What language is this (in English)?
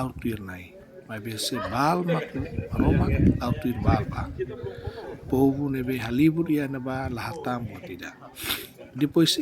Tetum